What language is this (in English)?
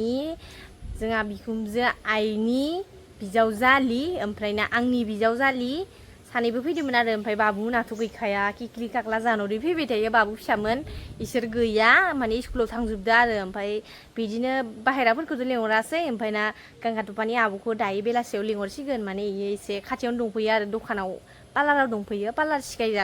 Bodo